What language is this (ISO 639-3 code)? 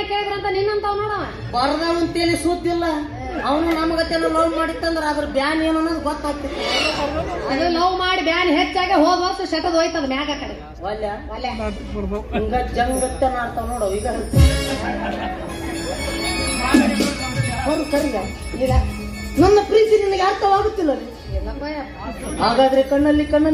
kan